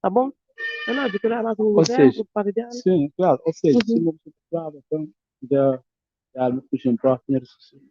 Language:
Kabuverdianu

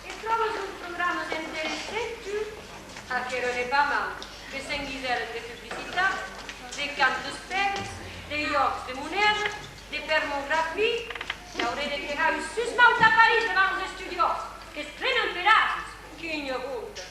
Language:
Occitan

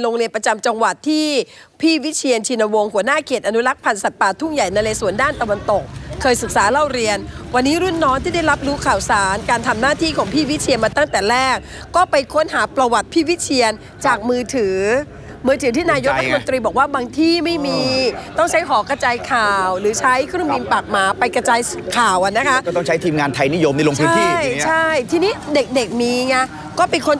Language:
Thai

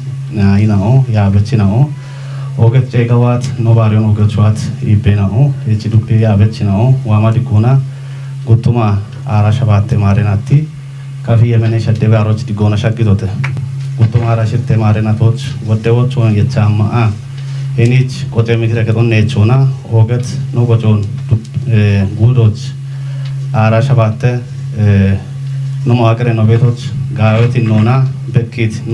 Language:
Kafa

